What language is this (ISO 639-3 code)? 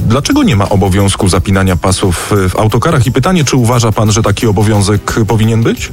pol